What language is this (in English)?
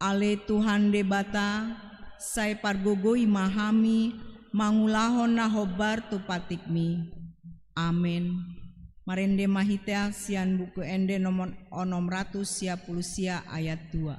Batak Toba